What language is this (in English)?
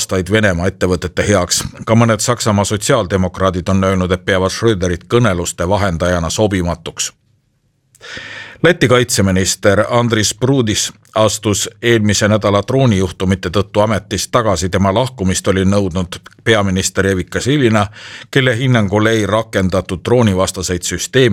Estonian